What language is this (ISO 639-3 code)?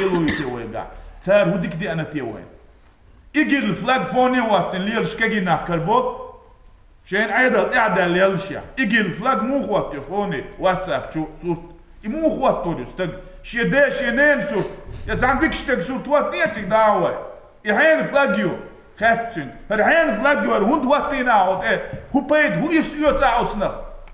che